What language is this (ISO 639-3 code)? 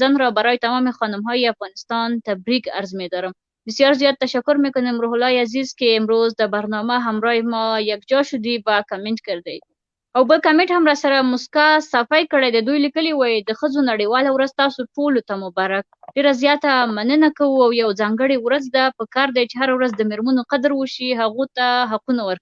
pus